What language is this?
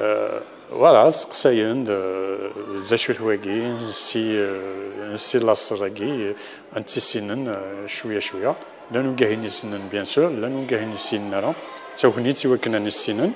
Kabyle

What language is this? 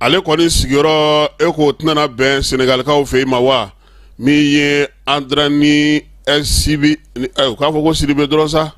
Bambara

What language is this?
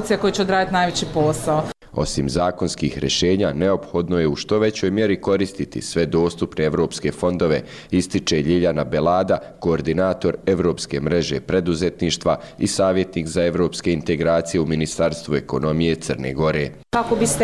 Croatian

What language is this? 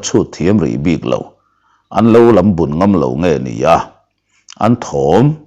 Mizo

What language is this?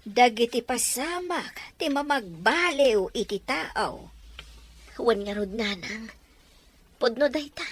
Iloko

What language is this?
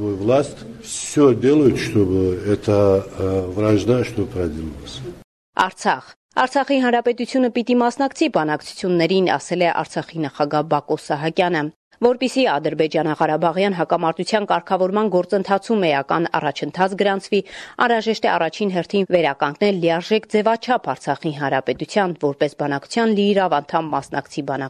Armenian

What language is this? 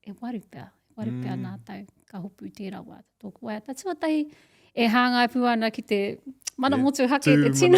Māori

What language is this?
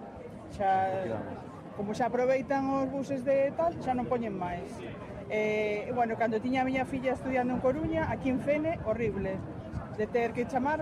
Galician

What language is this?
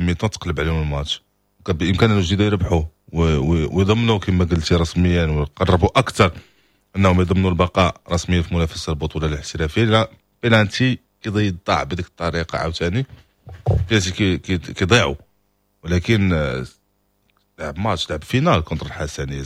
Moroccan Arabic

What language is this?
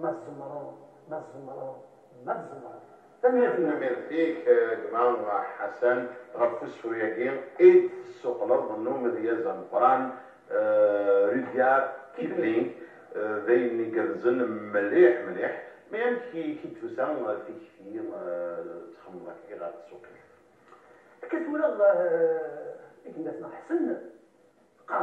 Kabyle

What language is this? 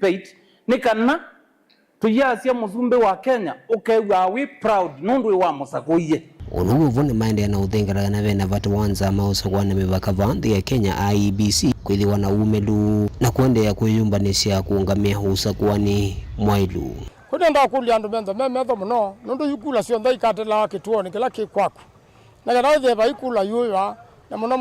Kamba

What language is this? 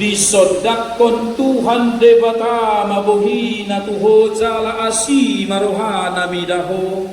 Batak Toba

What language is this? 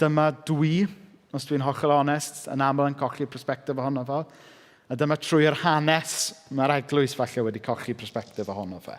Welsh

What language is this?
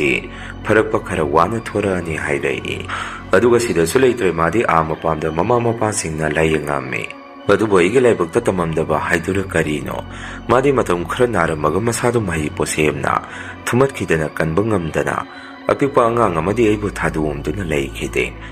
Manipuri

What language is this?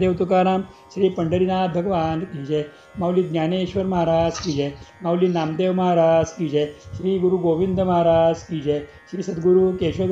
Marathi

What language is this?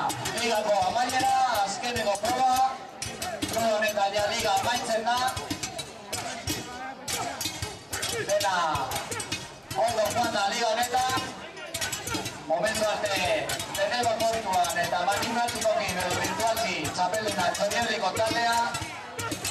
Basque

